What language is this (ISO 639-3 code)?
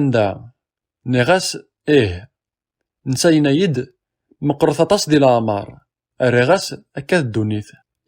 kab